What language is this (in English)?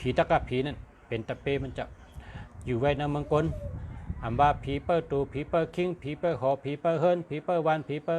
Shan